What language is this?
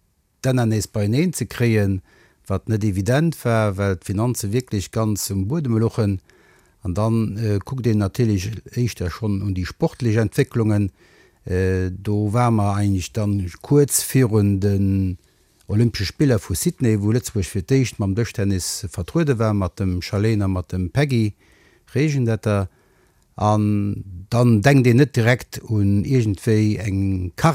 Luxembourgish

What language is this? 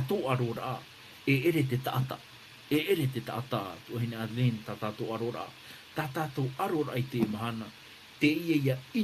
Tahitian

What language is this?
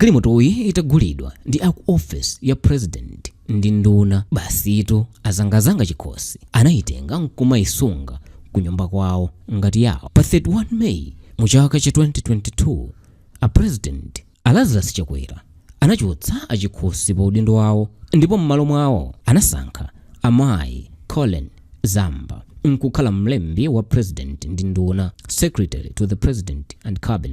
Nyanja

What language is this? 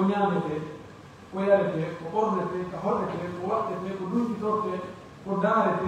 Pular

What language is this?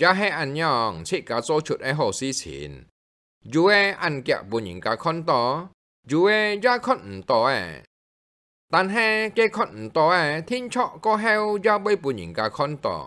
Hakka Chinese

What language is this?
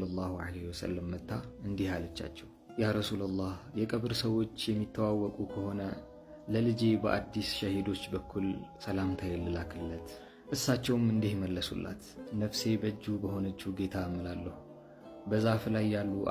Amharic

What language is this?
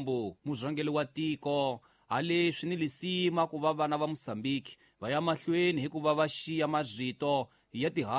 Tsonga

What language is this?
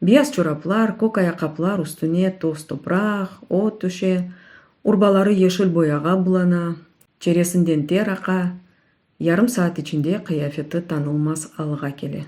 Crimean Tatar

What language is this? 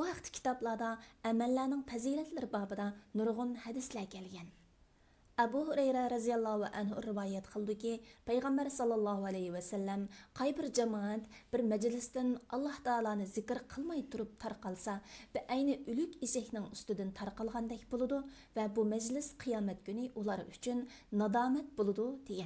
Uyghur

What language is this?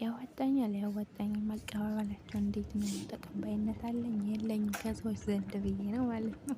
Amharic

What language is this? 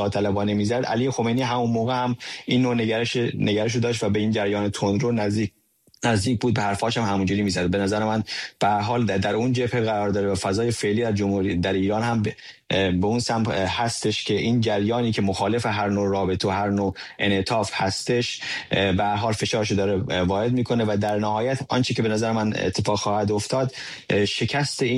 Persian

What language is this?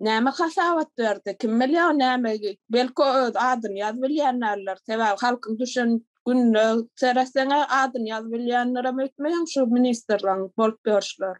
Turkmen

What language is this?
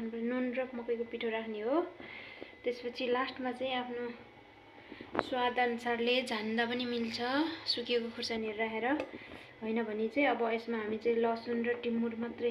Nepali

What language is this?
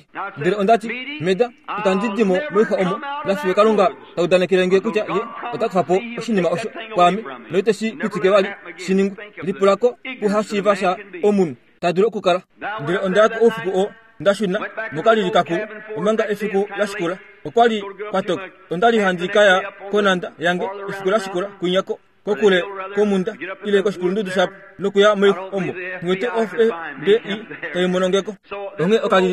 Kuanyama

